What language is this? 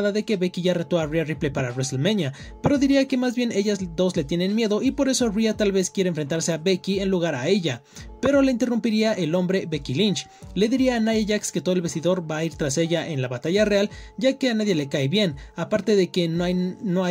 Spanish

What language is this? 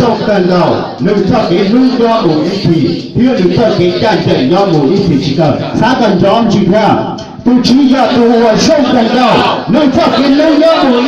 Hmong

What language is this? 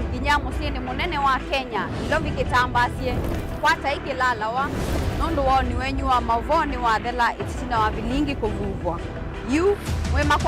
Kamba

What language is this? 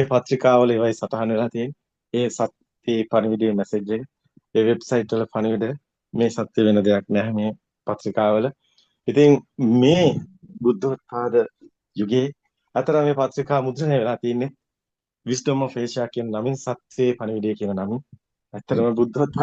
Sinhala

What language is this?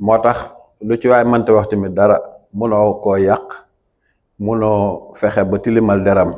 Wolof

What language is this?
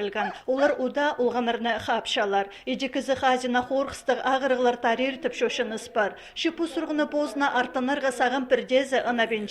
Khakas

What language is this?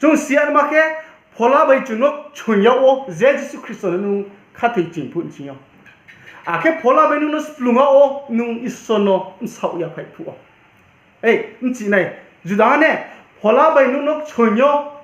Riang (India)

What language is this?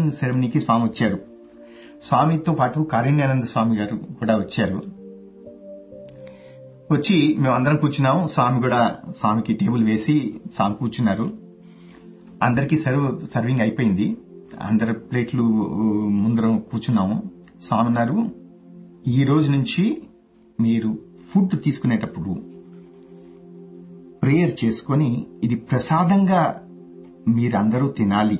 Telugu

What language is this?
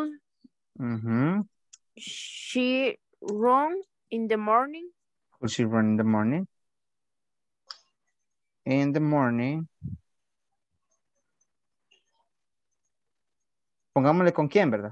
Spanish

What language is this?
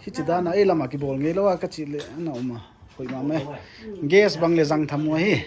Paite Chin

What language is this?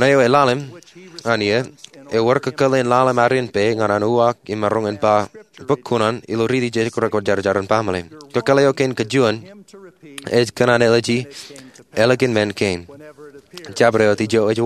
Marshallese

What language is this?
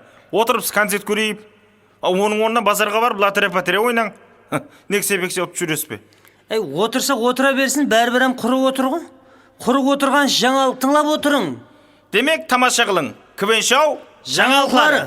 Kara-Kalpak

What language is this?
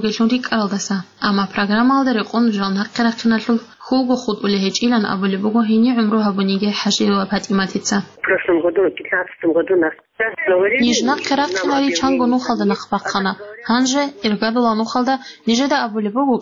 Avaric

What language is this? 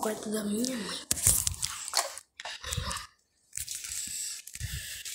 Portuguese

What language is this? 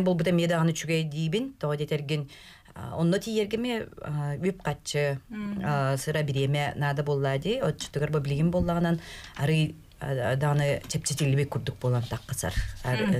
Yakut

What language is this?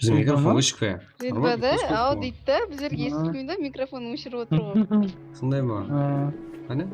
Kara-Kalpak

